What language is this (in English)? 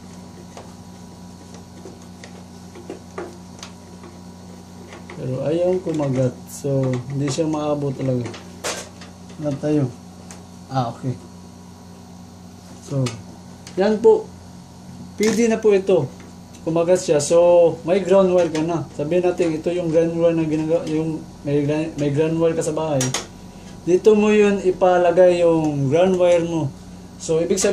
Filipino